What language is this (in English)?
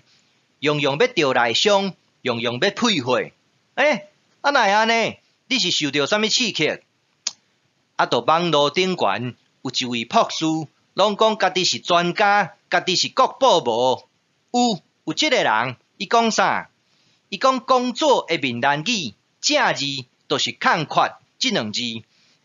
Min Nan Chinese